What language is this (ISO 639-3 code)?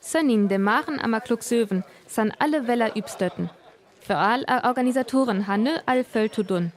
frr